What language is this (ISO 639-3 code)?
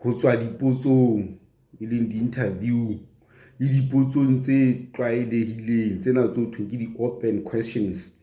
sot